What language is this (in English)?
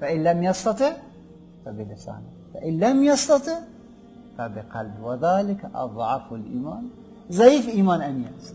Persian